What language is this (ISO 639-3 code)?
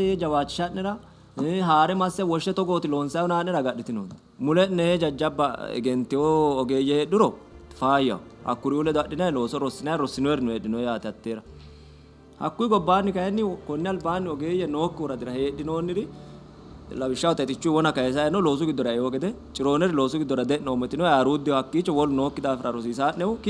sid